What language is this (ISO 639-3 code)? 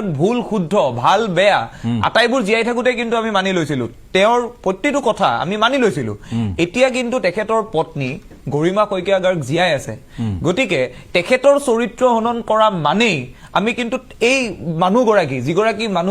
asm